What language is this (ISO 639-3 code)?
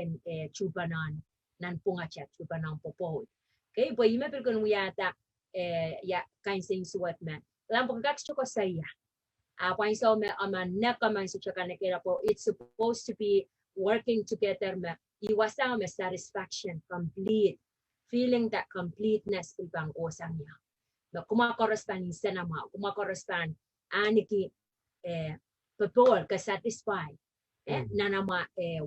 pon